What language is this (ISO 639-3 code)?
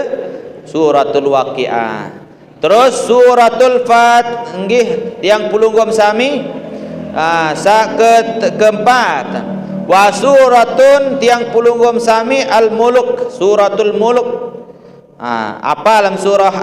sas